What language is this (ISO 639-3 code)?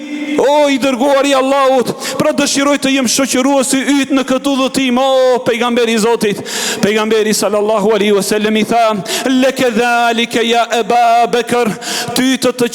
sqi